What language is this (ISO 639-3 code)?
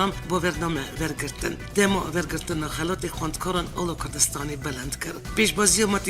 kur